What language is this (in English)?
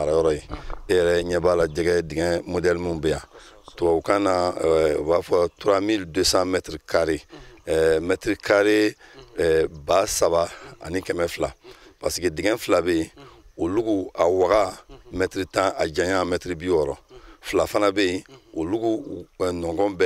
Bambara